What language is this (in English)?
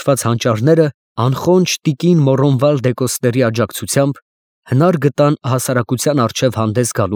Armenian